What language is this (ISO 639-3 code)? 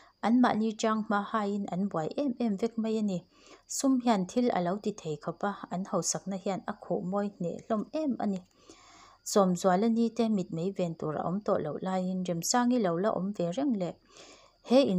lus